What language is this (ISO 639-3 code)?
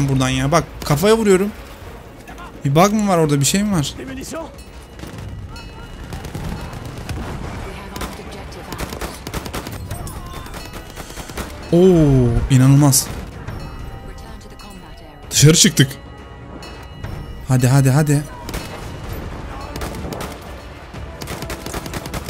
tur